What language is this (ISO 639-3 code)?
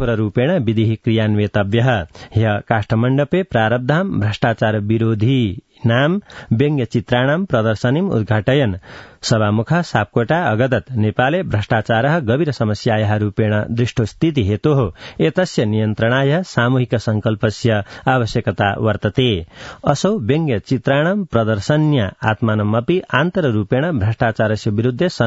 san